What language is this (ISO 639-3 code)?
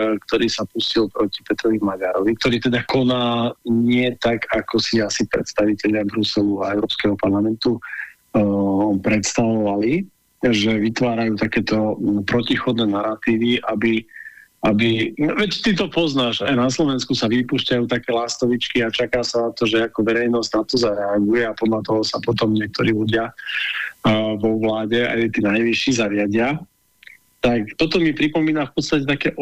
slk